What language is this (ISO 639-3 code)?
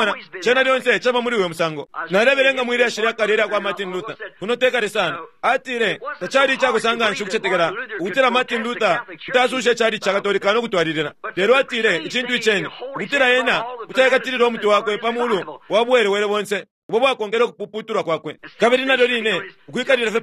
bem